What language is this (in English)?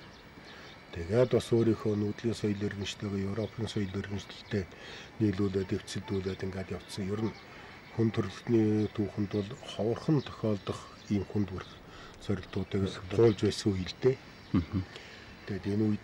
Mongolian